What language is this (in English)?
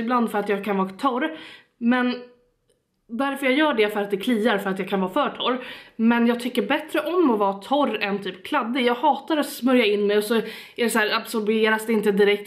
Swedish